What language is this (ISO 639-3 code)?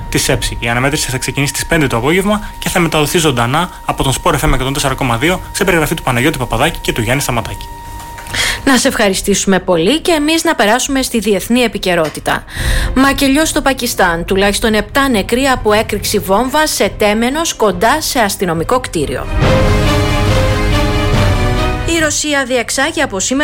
ell